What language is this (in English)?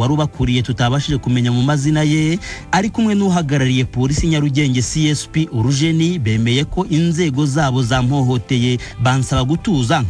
Kinyarwanda